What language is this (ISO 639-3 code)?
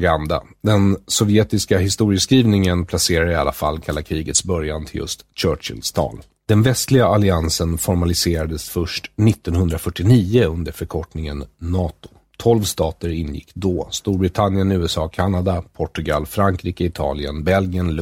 swe